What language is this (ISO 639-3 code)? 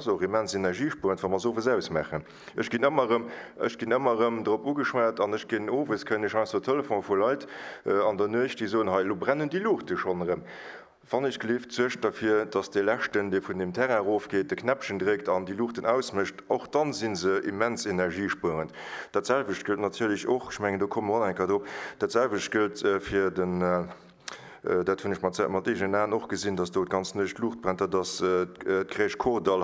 ltz